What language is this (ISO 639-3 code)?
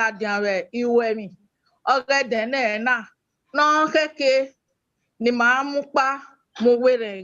bin